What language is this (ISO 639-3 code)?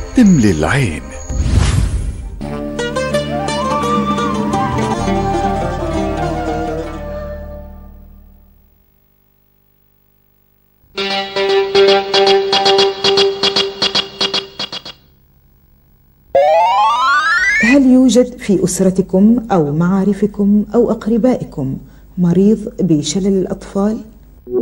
ara